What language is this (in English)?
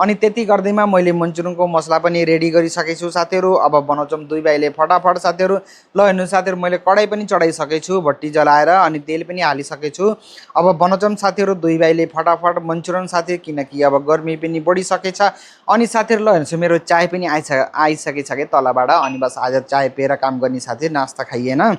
Nepali